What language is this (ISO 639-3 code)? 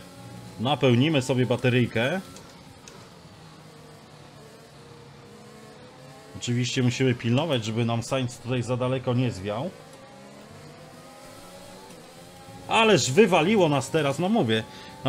pol